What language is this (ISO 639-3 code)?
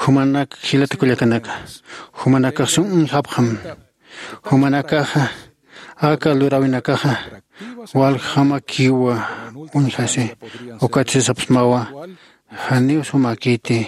aym